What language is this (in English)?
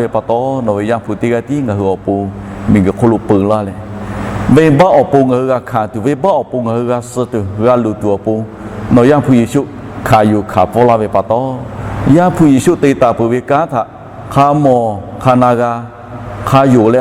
Lahu